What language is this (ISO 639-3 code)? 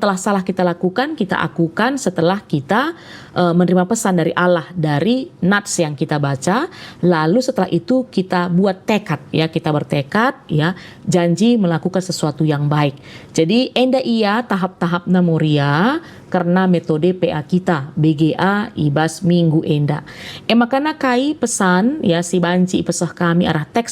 btx